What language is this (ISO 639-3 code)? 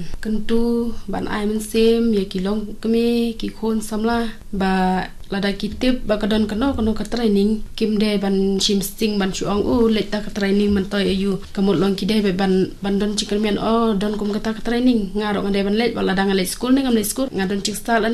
kha